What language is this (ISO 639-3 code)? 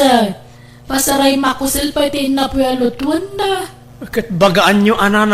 ilo